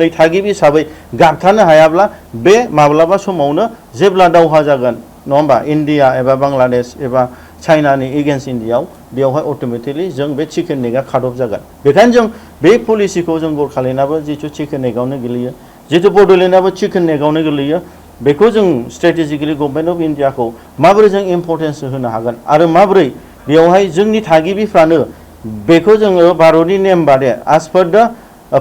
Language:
Bodo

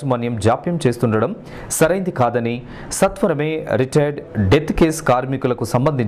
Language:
Telugu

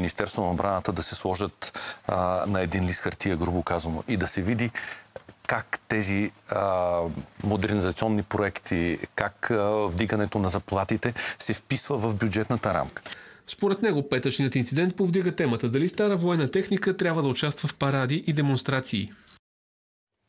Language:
Bulgarian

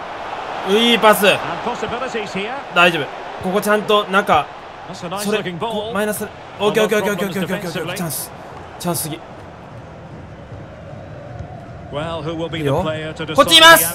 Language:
Japanese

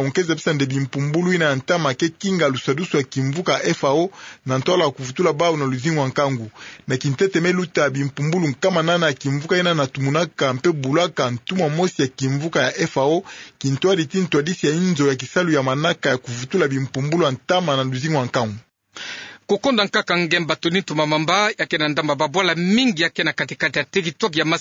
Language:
Kituba (Democratic Republic of Congo)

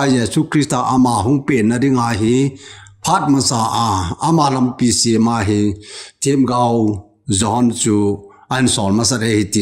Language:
Thado Chin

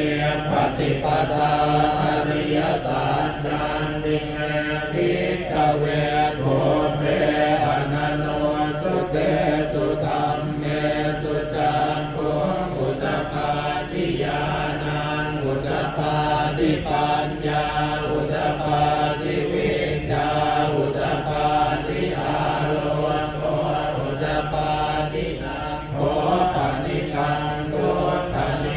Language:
Pali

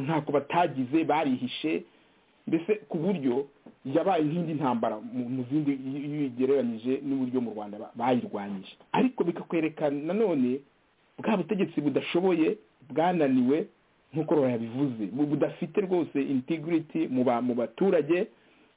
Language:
Kinyarwanda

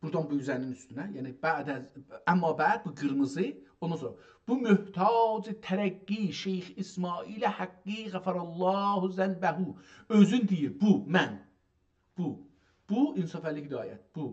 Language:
South Azerbaijani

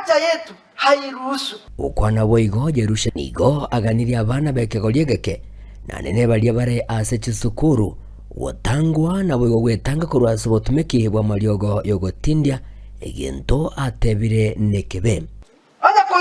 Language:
Gusii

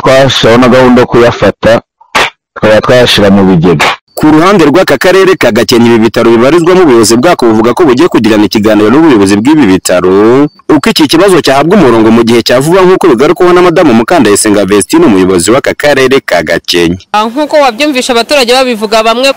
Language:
Kinyarwanda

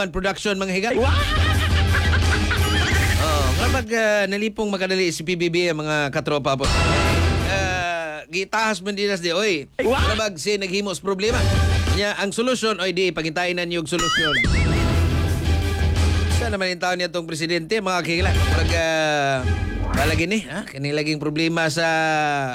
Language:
Cebuano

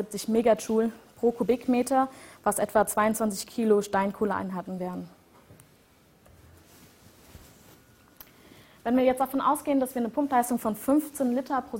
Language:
German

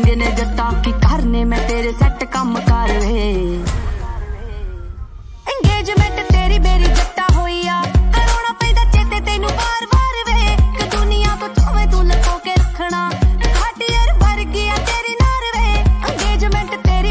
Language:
Punjabi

